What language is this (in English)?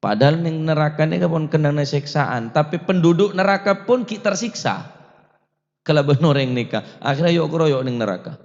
Madurese